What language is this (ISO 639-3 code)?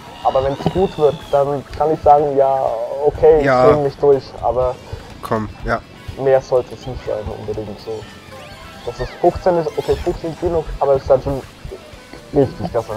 deu